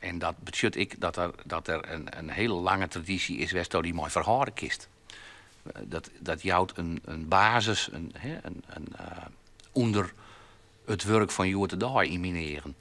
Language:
Western Frisian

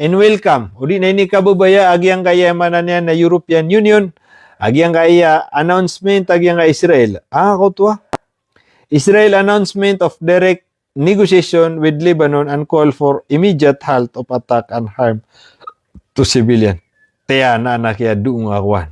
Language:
Maranao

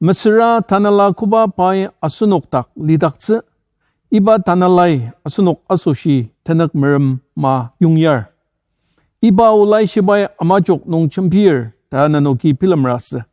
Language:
Ao Naga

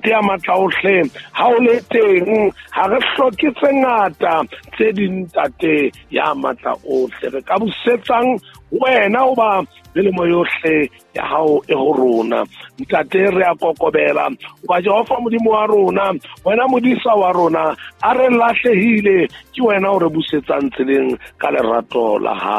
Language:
Southern Sotho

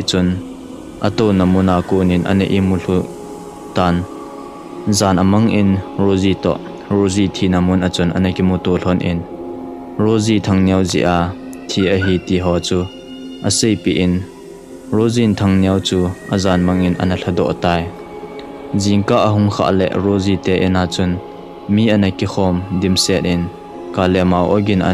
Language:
Thado Chin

